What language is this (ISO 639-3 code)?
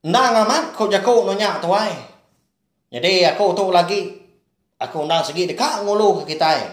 iba